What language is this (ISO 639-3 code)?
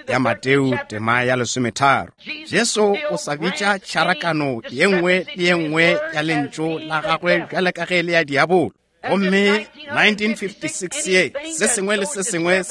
nso